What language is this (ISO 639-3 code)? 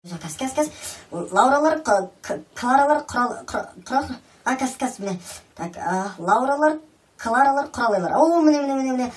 kaz